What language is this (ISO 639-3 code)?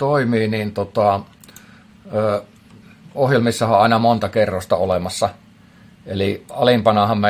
fin